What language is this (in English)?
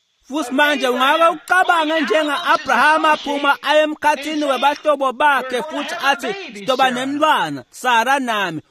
Swati